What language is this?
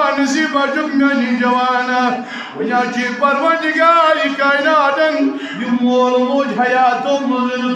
Kashmiri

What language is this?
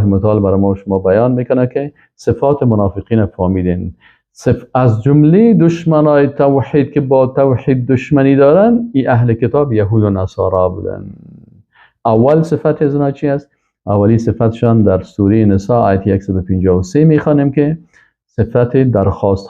Persian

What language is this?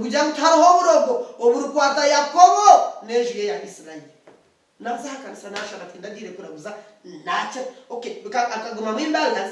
Nyankole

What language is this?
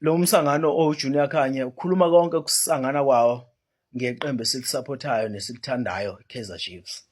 Zulu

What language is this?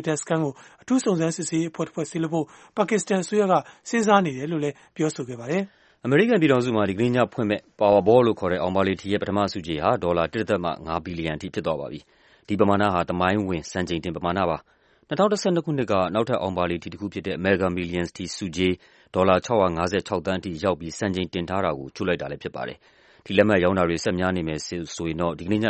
Burmese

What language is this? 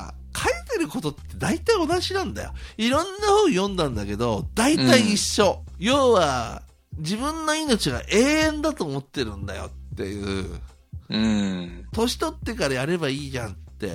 Japanese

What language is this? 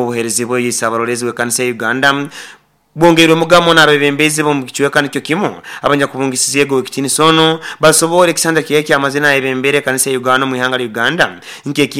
Nyoro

